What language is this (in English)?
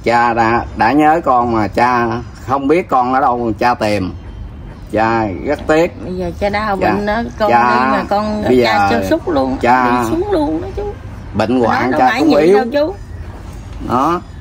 Vietnamese